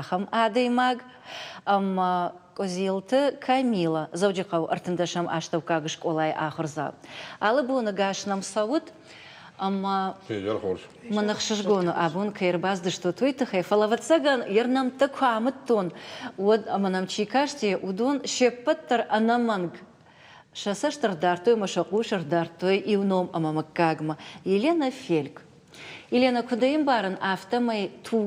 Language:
Ossetic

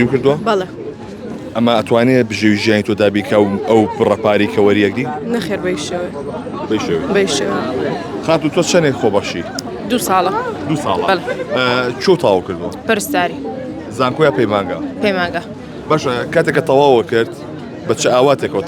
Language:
Central Kurdish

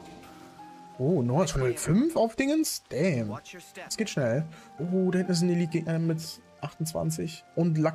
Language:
German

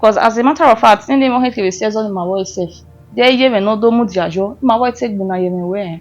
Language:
Bini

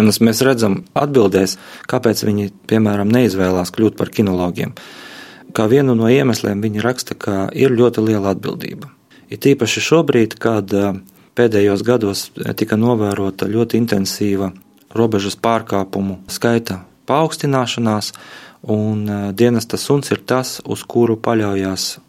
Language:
Latvian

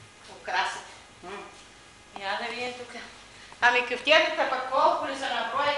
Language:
Bulgarian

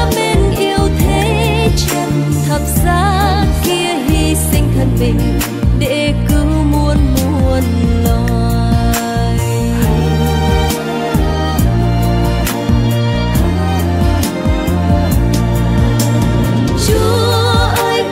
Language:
Vietnamese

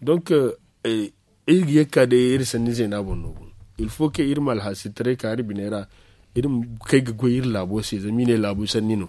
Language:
Zarma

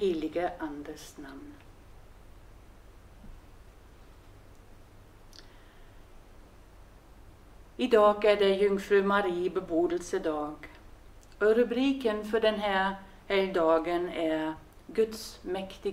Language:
Swedish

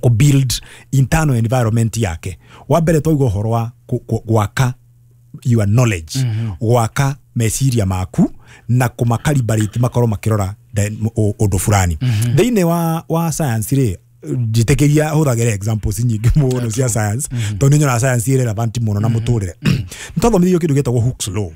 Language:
Kikuyu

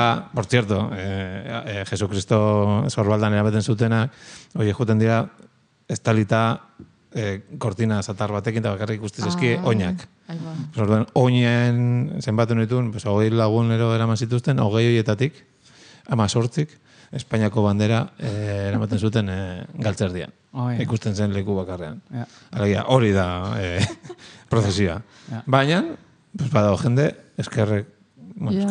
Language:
Basque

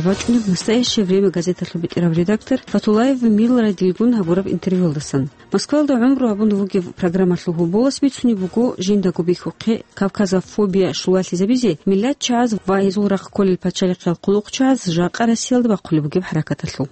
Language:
Avaric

